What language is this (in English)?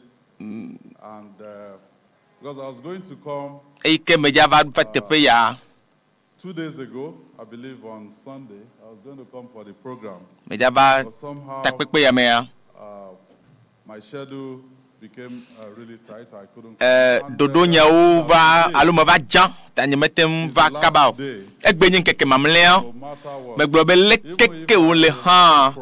Ewe